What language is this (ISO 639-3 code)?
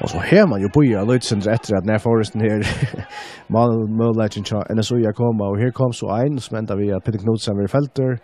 fao